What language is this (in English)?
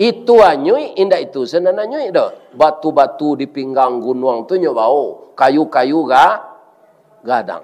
Minangkabau